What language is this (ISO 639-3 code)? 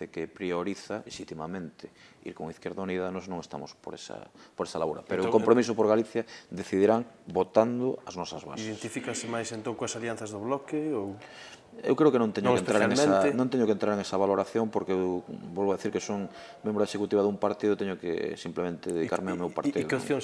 glg